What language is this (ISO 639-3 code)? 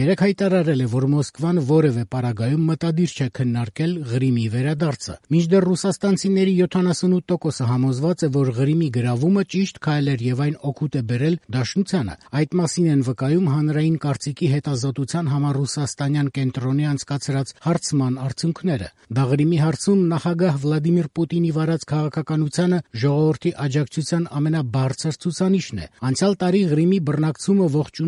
hye